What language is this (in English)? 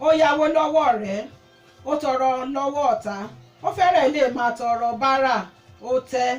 Yoruba